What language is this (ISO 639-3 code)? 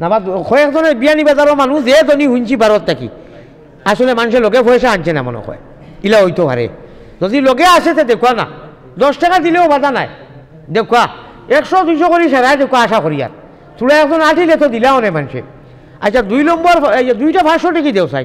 syl